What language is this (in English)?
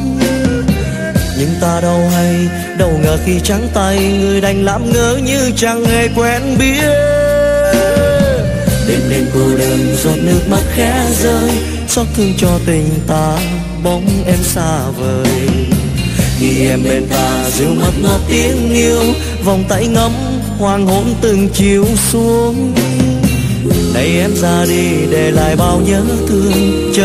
Vietnamese